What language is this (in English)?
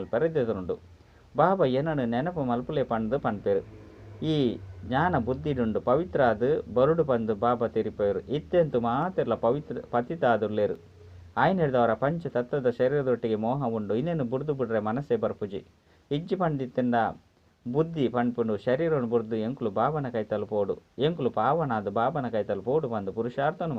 Tulu